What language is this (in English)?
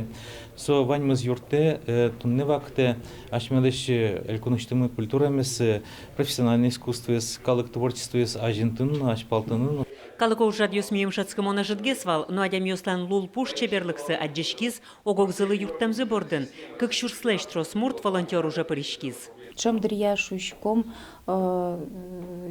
Udmurt